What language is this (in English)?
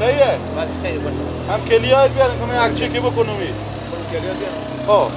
Persian